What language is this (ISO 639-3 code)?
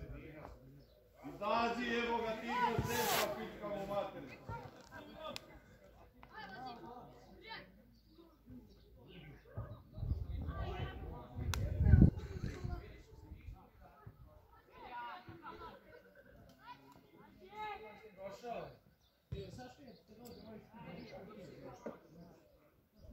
srp